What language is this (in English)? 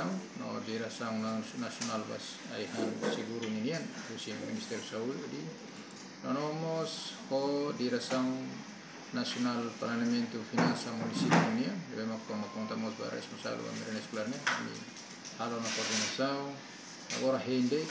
Tetum